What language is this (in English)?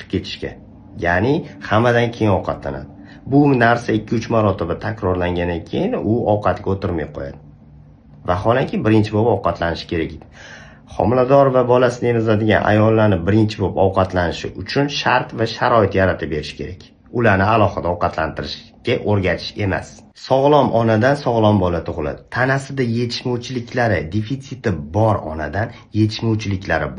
Uzbek